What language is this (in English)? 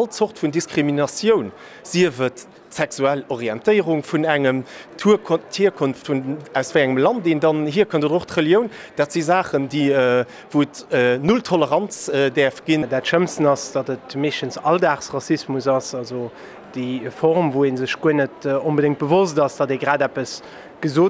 Luxembourgish